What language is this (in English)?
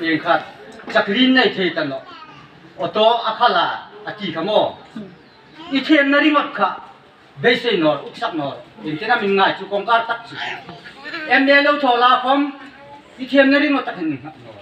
Hmar